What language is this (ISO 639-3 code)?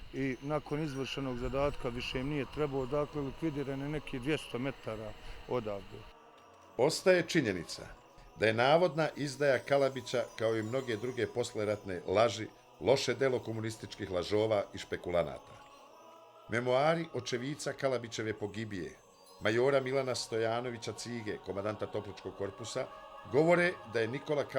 bos